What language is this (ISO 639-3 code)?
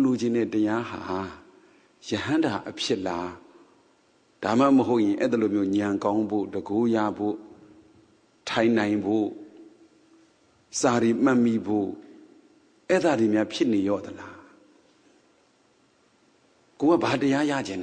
mya